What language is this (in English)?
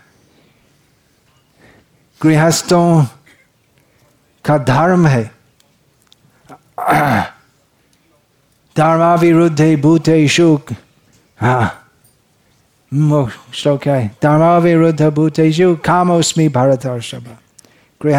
Hindi